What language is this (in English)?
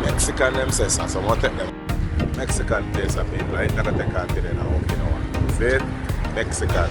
Jamaican Creole English